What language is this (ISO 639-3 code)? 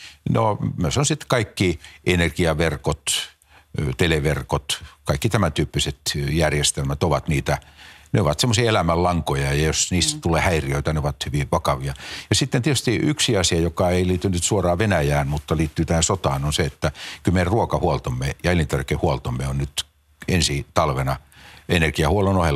fin